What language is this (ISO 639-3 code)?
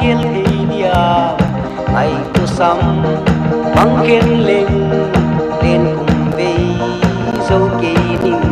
pck